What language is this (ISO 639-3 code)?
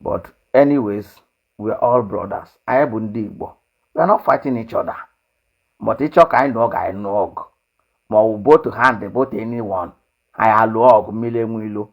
ibo